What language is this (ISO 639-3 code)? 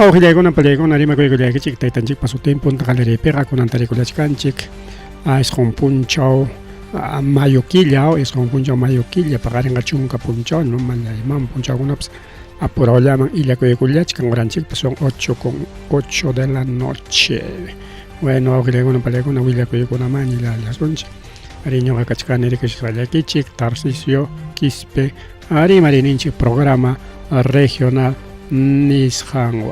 quy